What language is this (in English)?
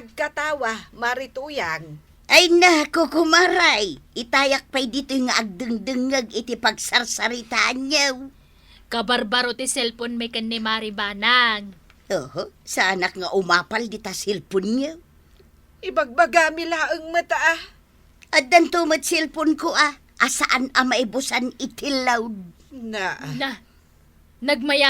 Iloko